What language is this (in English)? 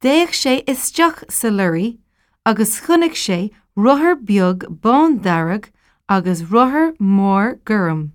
Irish